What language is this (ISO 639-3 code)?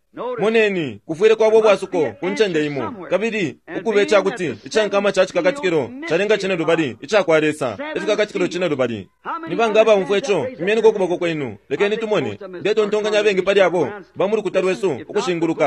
bem